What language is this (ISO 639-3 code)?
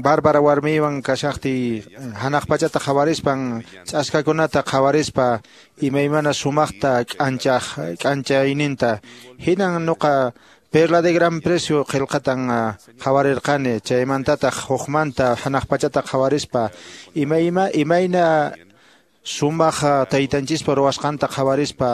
que